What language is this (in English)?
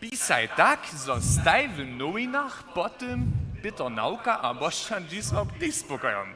Upper Sorbian